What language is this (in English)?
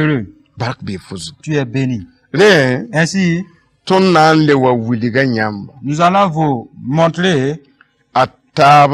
Mossi